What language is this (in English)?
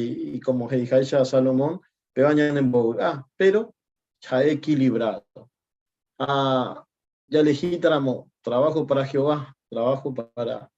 Guarani